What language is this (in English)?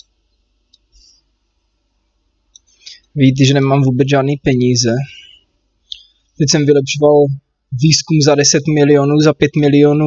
Czech